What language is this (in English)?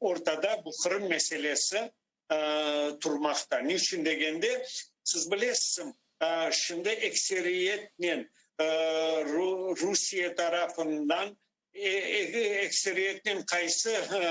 Crimean Tatar